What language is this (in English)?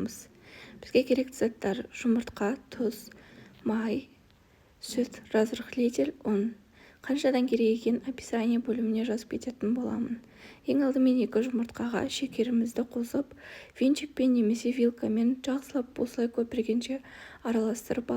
Kazakh